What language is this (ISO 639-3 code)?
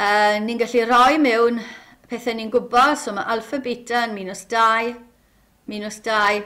cym